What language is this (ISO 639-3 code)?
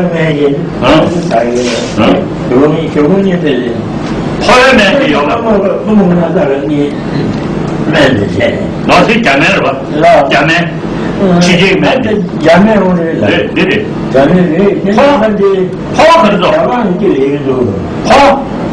bod